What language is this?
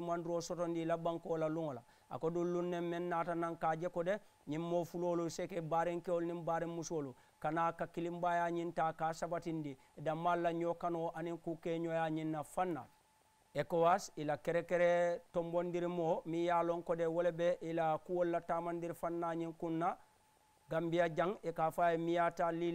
Mandingo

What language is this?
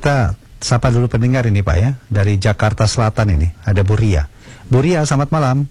Indonesian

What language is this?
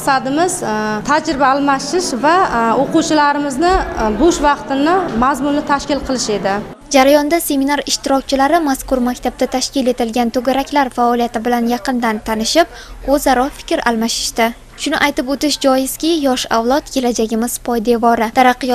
Uzbek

